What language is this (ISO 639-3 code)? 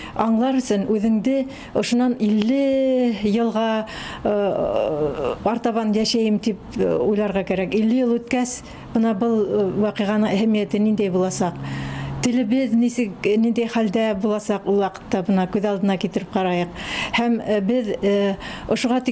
bak